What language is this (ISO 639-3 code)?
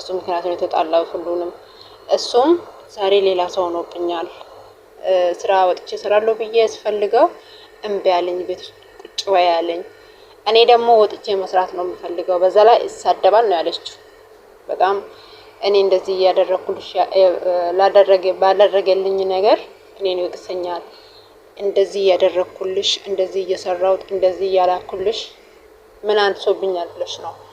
amh